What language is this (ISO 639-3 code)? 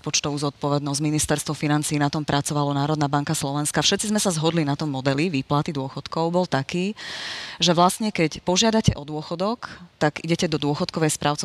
slk